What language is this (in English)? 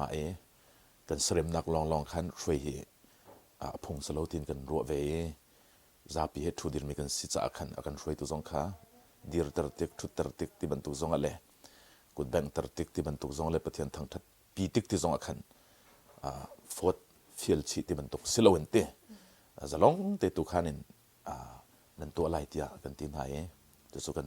Hakha Chin